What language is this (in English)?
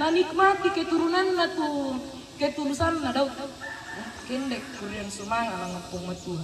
Toraja-Sa'dan